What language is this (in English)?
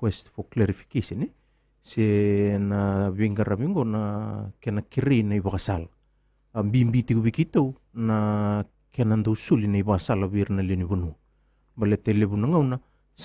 Fijian